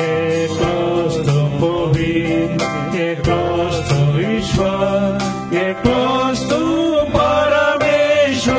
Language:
Konkani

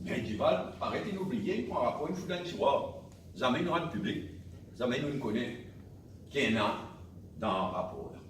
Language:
Morisyen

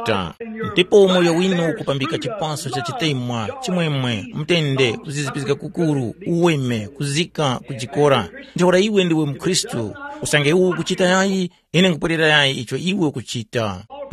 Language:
Tumbuka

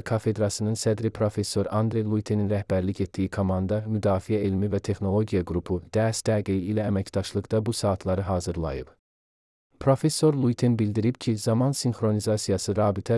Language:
Azerbaijani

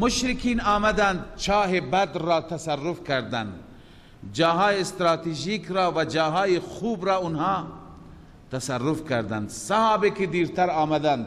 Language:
Persian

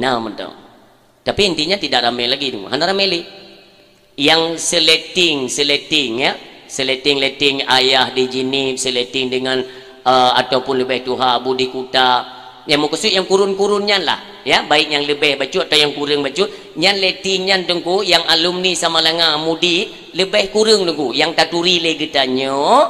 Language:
Achinese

